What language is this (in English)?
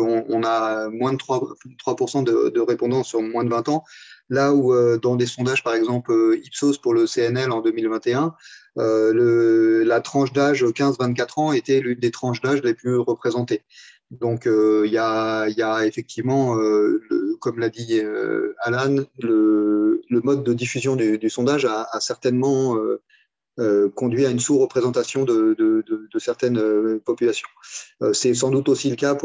French